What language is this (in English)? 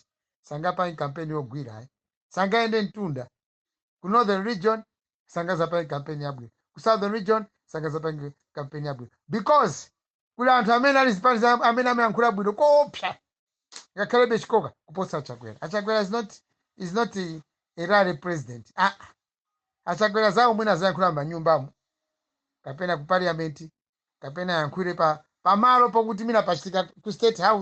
Nyanja